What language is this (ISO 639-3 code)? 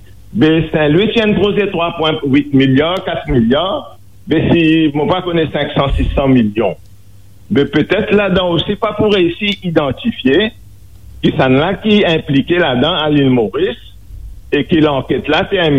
mfe